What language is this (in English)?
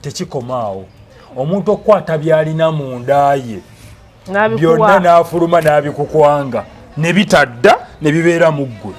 Ganda